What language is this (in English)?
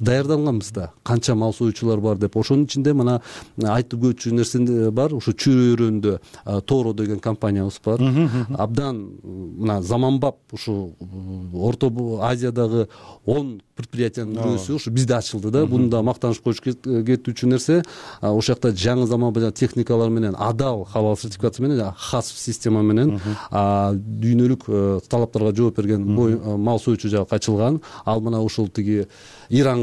Kyrgyz